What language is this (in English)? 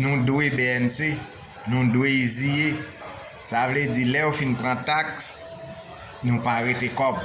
Haitian Creole